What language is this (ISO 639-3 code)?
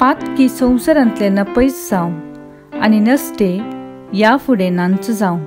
kok